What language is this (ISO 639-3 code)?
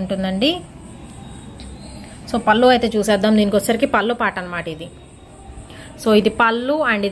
tel